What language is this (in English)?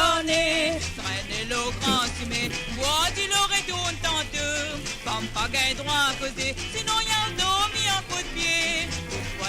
Morisyen